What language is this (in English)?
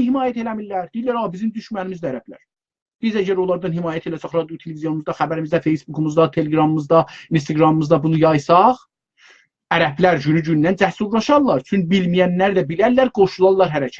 South Azerbaijani